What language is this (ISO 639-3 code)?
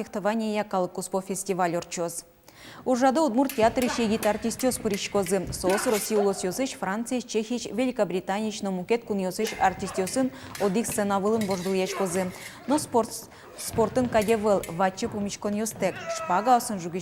udm